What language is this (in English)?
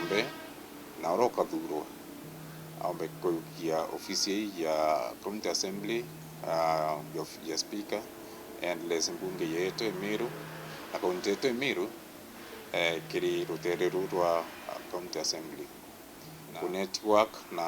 Meru